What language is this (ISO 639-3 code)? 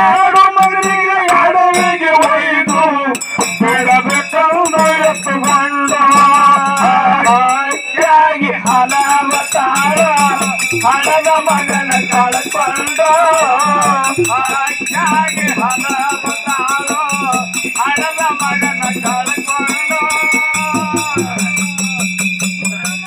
kan